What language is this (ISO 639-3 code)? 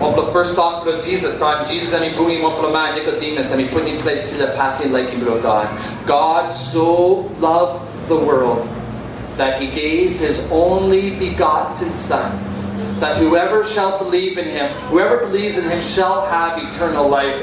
tpi